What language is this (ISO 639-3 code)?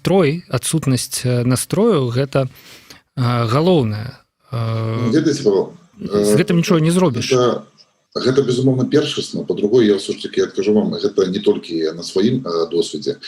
bel